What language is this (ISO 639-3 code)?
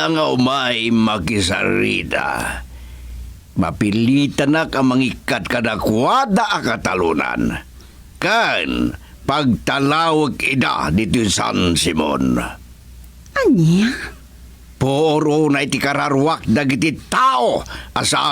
ilo